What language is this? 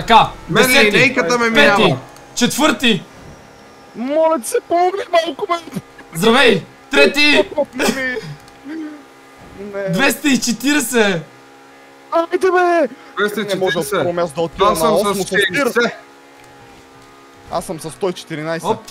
Bulgarian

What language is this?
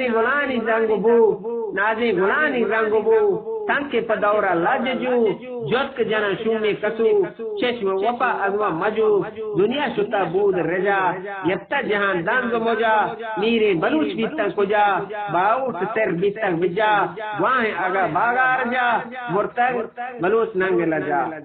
Eastern Balochi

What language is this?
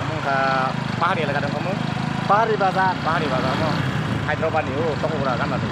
Kok Borok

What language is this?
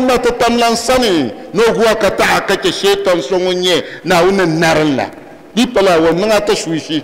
Dagbani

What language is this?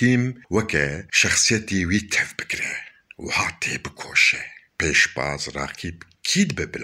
Kurdish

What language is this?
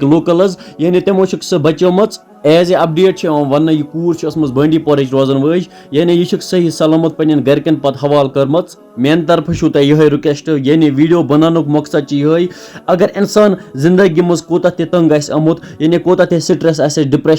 Kashmiri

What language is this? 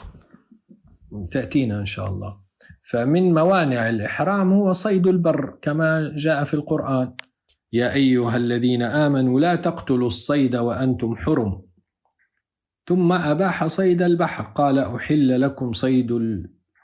Arabic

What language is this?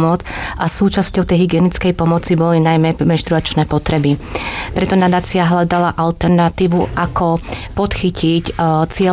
Slovak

